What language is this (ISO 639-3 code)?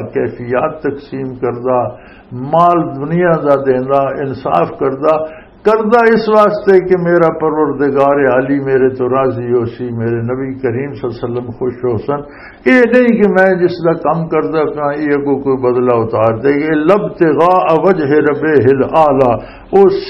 lah